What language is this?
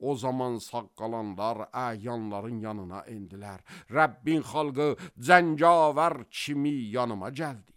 Azerbaijani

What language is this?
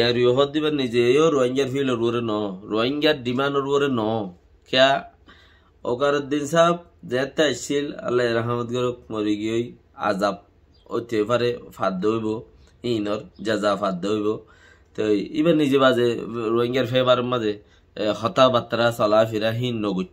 Rohingya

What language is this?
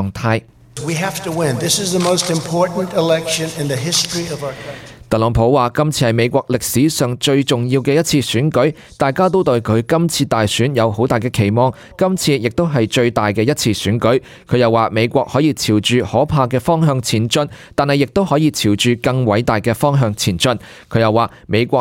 Cantonese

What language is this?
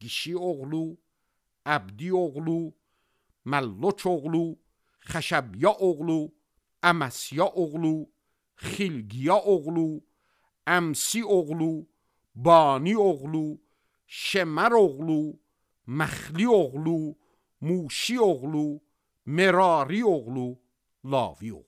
Azerbaijani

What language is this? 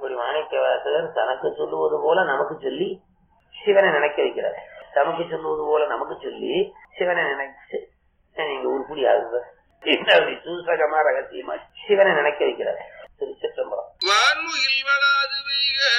Tamil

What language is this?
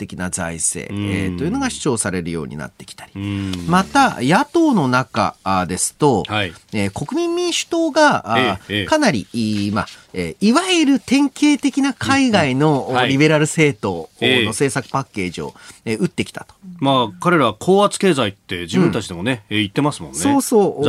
Japanese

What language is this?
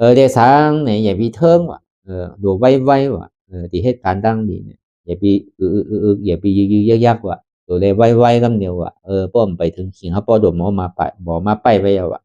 Shan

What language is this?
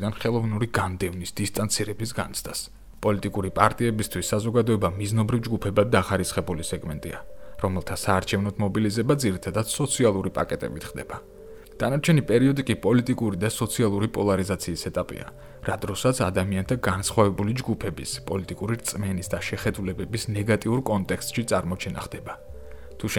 Georgian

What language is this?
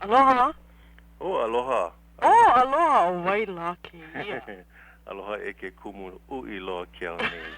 Hawaiian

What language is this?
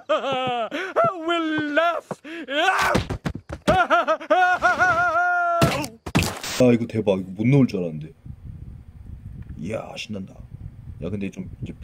Korean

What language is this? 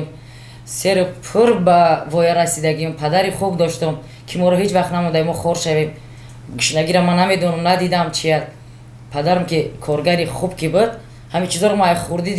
Tajik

